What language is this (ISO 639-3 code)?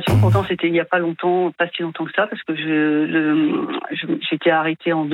fra